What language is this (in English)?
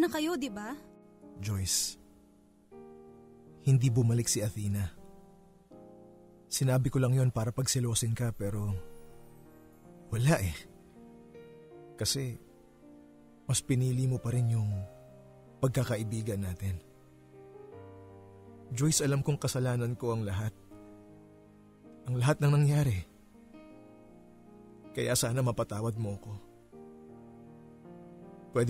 Filipino